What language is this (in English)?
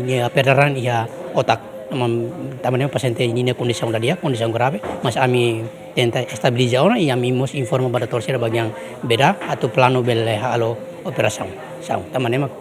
Tetum